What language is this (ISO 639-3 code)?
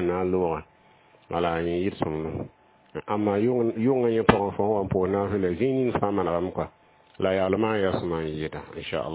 mos